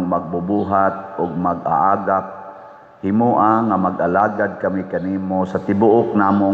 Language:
Cebuano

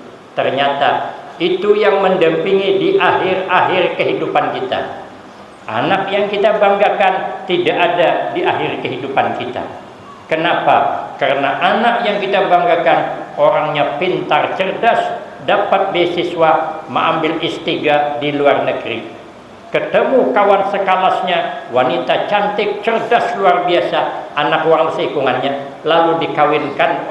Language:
Banjar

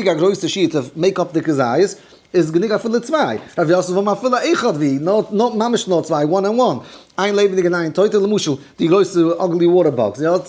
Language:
Yiddish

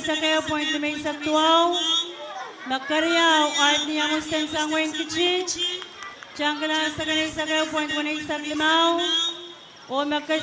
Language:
Pohnpeian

